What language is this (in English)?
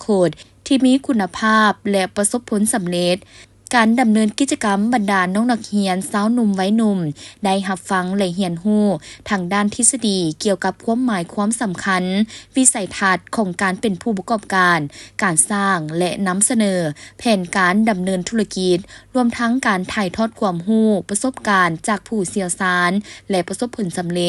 Lao